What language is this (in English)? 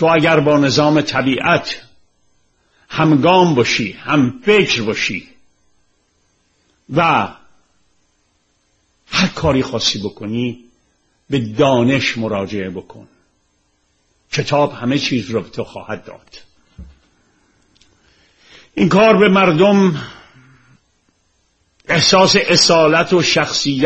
Persian